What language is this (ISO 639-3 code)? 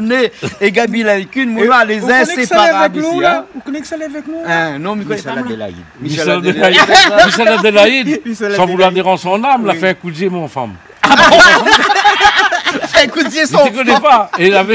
rcf